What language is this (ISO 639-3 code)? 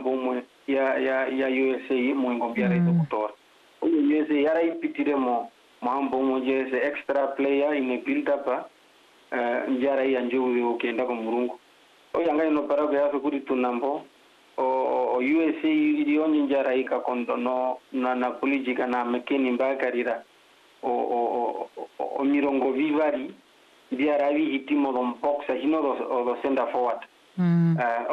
swa